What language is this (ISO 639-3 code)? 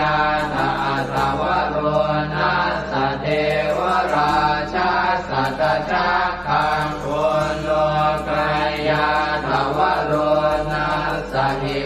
pli